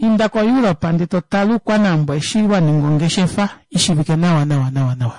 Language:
Kuanyama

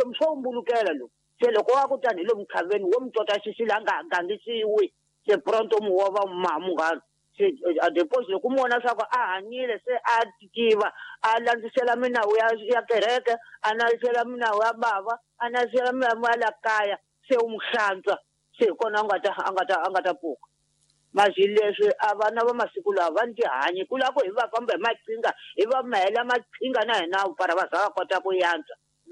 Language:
Tsonga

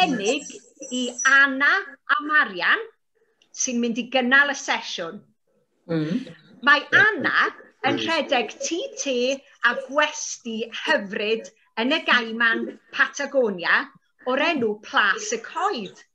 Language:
Welsh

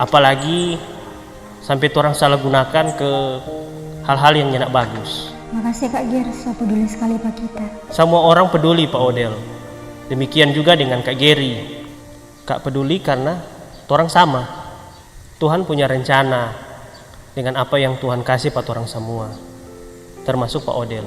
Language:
Manado Malay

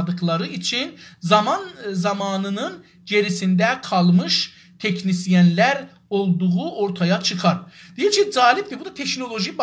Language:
South Azerbaijani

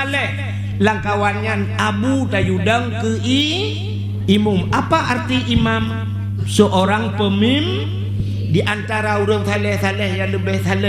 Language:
Achinese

